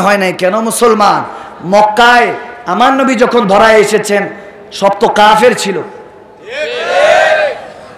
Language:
Bangla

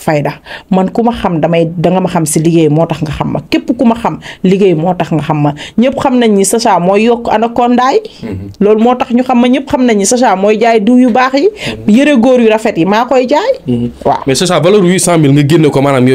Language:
Wolof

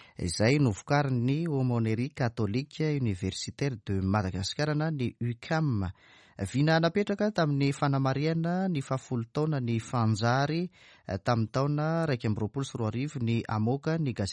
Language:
Malagasy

